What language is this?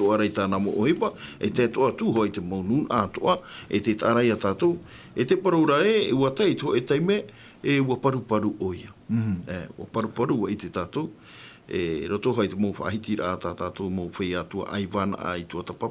Tahitian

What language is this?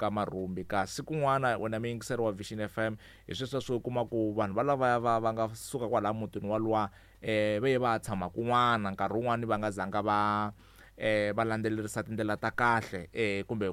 Tsonga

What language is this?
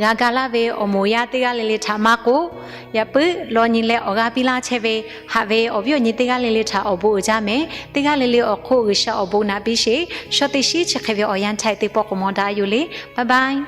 Lahu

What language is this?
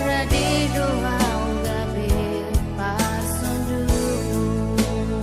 Batak Toba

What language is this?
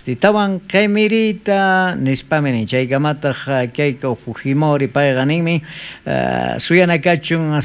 South Bolivian Quechua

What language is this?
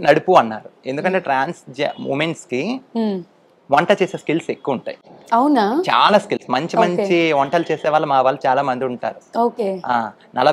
Telugu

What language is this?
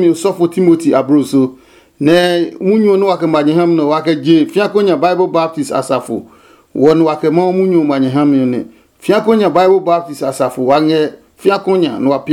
Adangme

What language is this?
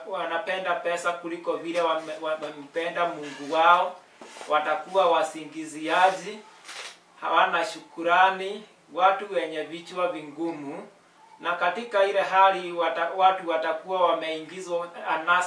Swahili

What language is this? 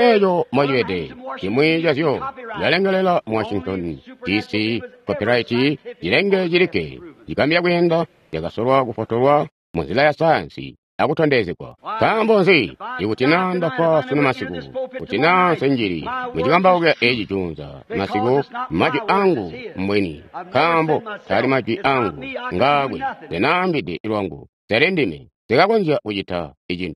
Tonga (Zambia)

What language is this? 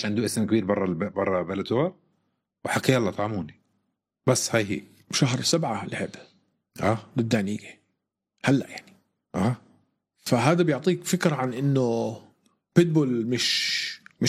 North Levantine Arabic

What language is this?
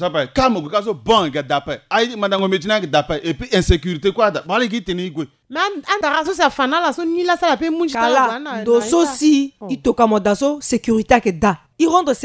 Sango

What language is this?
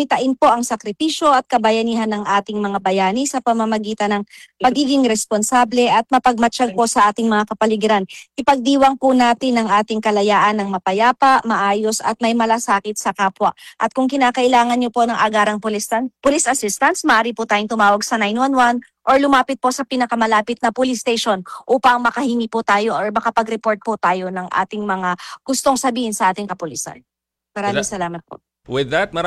Filipino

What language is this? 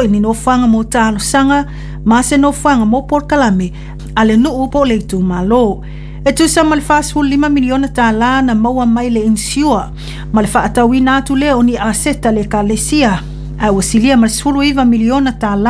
Samoan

